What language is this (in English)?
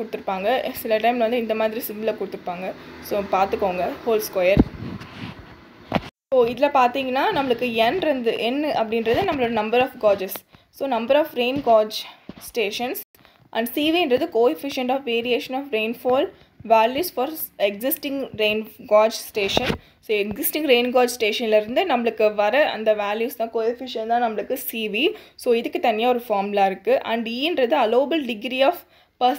Tamil